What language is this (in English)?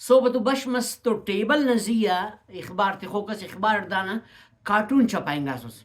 Brahui